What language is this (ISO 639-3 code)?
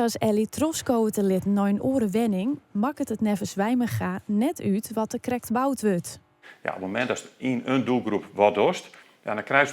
fry